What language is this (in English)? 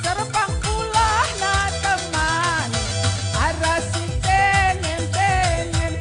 Batak Karo